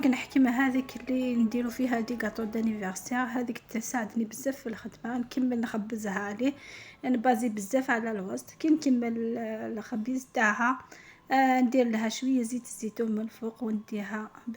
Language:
Algerian Arabic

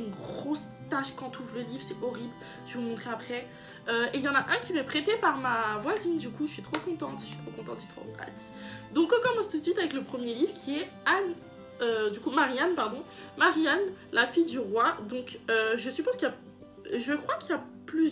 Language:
French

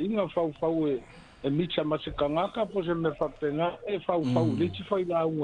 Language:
Samoan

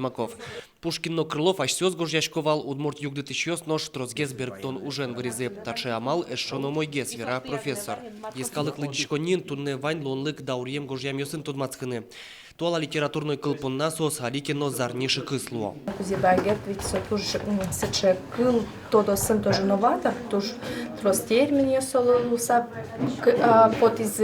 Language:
Udmurt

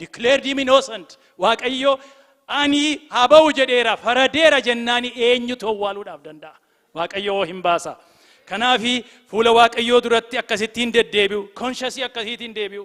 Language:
Oromo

